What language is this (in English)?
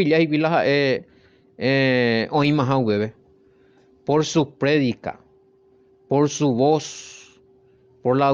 Guarani